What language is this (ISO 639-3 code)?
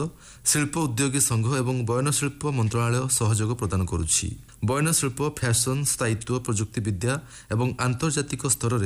ori